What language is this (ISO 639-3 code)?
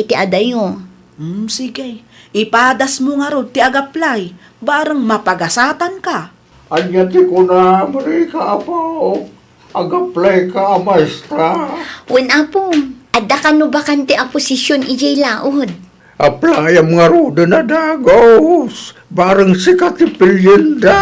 ilo